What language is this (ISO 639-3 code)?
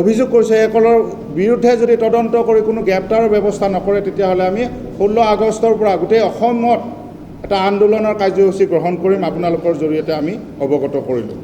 asm